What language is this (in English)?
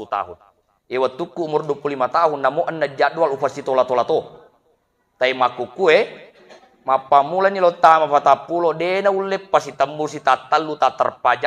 Buginese